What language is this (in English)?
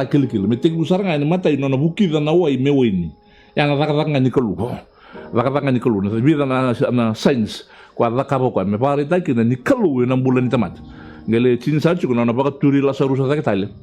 Fijian